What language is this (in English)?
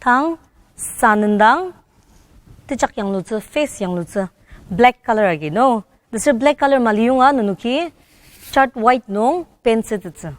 Ao Naga